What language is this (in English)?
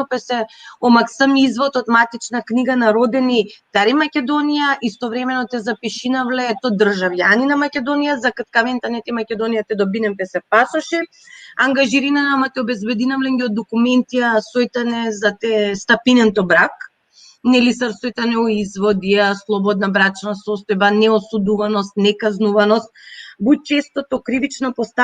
Balkan Romani